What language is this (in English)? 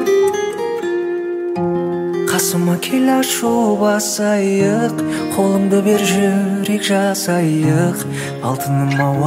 Kazakh